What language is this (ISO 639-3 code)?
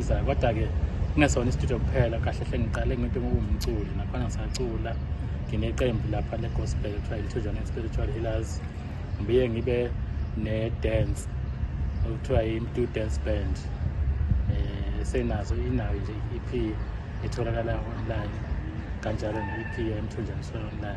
zul